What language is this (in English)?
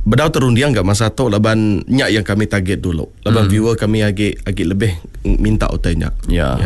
Iban